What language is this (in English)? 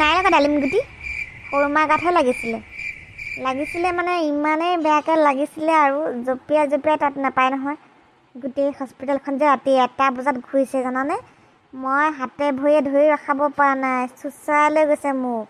Assamese